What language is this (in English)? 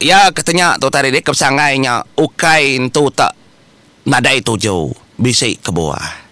Iban